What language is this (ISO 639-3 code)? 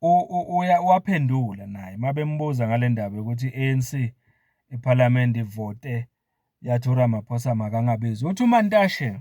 zul